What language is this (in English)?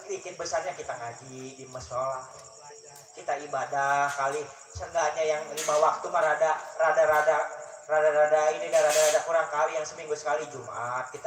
Betawi